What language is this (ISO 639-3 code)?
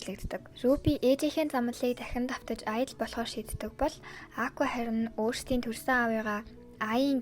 mon